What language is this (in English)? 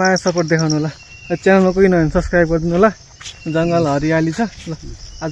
Nepali